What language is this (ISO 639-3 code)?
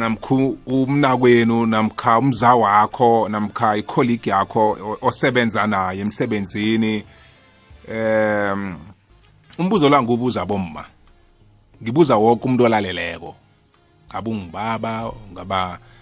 nbl